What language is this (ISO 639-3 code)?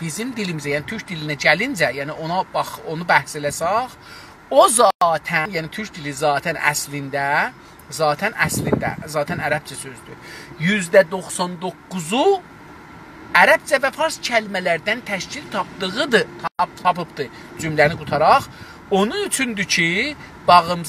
azb